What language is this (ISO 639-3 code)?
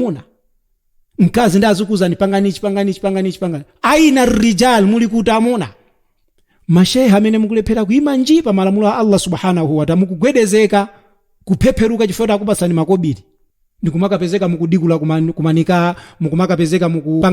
nya